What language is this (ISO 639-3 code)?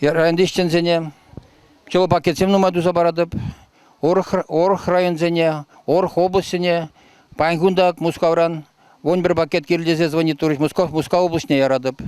chv